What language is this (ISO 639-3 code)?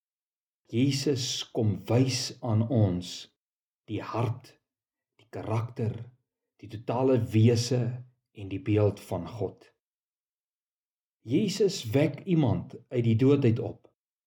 afr